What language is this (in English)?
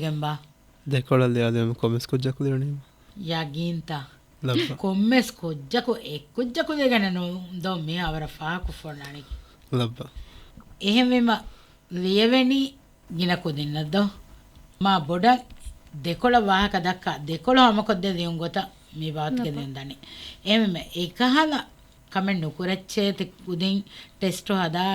Divehi